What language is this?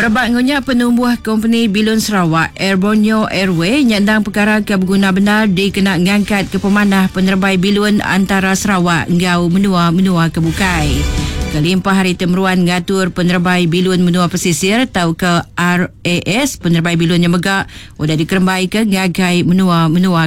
Iban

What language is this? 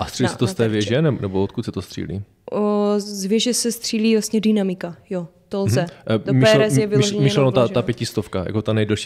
Czech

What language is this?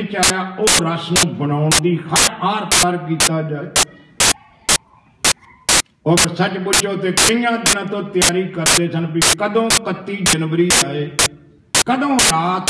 Punjabi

